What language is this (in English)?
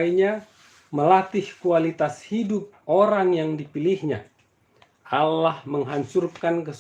Batak Toba